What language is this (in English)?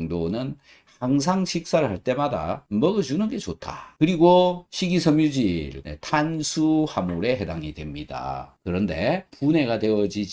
Korean